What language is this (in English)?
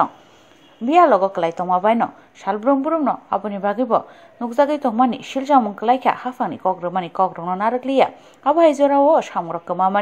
Kok Borok